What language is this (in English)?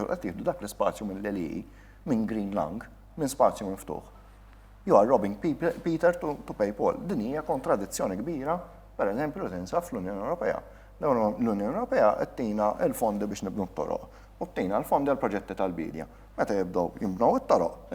Maltese